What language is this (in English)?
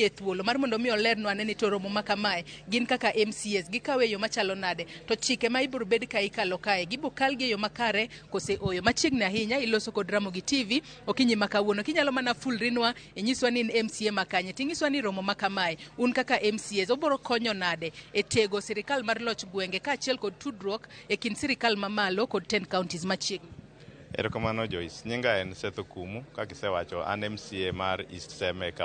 Luo (Kenya and Tanzania)